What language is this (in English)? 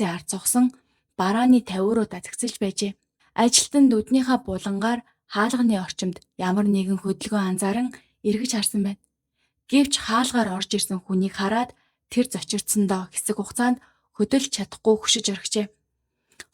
Mongolian